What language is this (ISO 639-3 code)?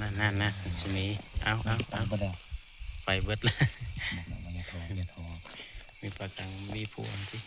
tts